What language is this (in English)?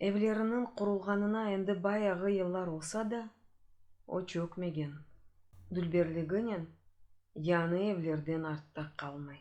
Crimean Tatar